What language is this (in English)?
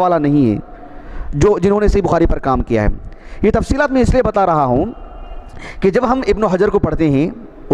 Urdu